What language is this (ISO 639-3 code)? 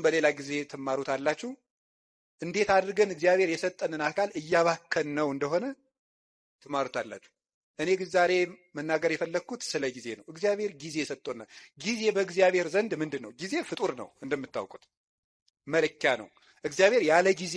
amh